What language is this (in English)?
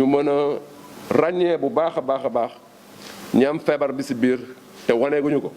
Wolof